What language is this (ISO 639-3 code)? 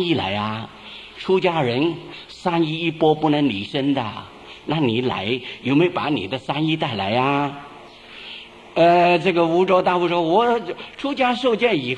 zho